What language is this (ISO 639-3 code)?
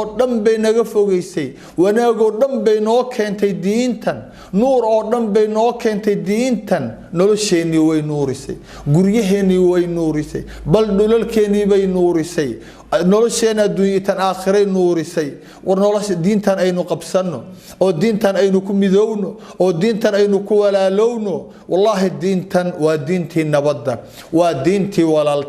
som